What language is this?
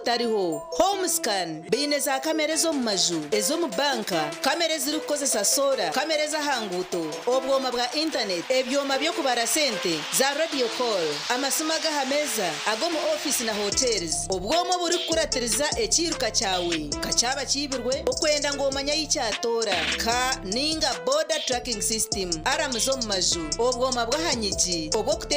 Nyankole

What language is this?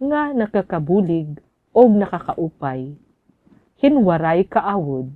Waray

